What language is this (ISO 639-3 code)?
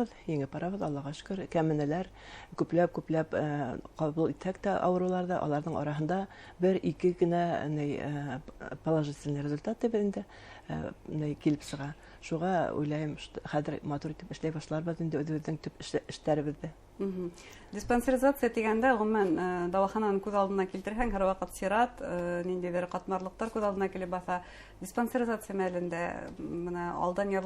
bak